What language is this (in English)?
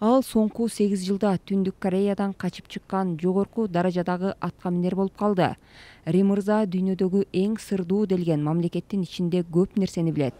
Kyrgyz